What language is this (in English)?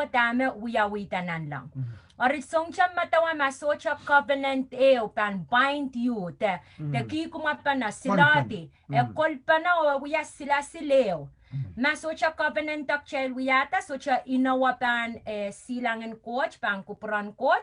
Pohnpeian